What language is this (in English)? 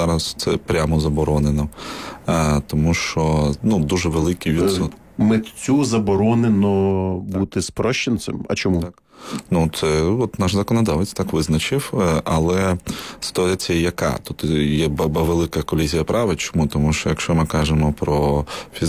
Ukrainian